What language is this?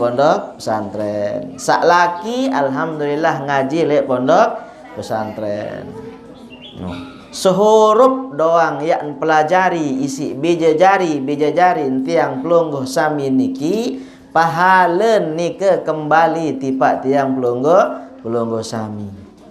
Sasak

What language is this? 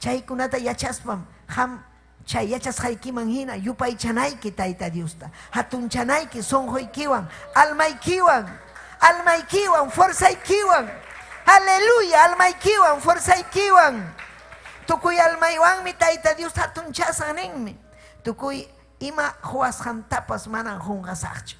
Ayacucho Quechua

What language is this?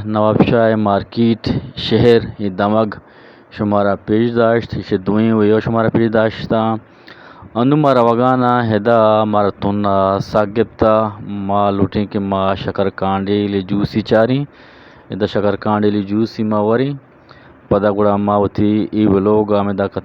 Eastern Balochi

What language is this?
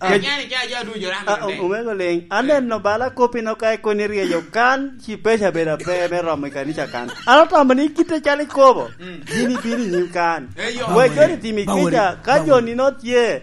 Lango (Uganda)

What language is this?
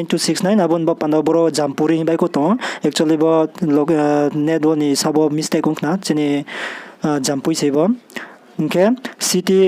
Riang (India)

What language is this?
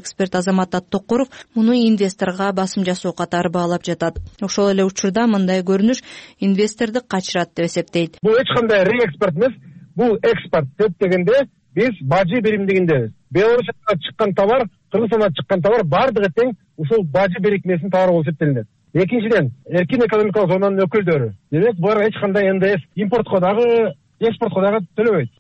Kyrgyz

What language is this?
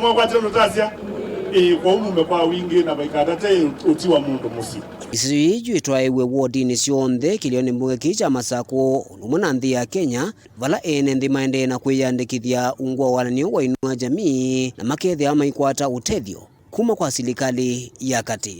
Kamba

